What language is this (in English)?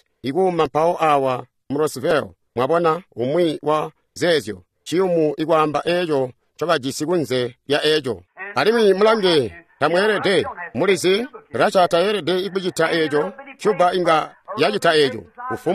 Tonga (Zambia)